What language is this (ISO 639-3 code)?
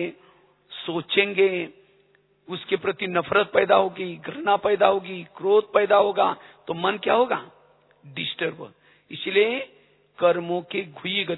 hin